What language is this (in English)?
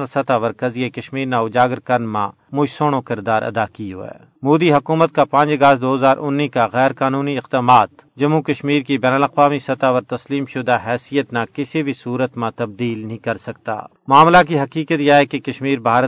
Gujari